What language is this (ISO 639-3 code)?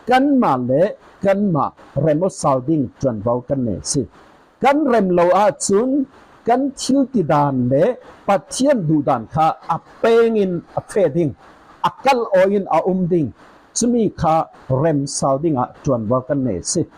cfm